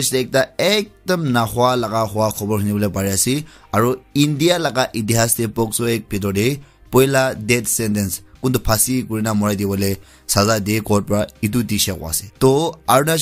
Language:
Naga Pidgin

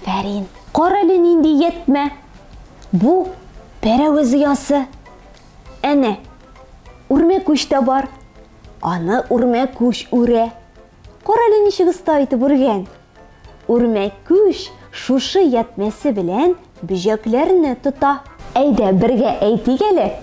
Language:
Tatar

